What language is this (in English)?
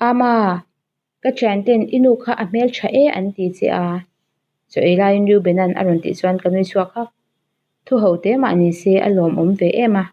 Mizo